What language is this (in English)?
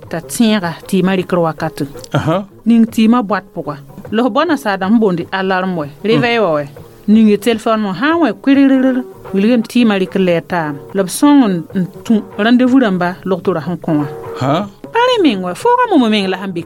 Mossi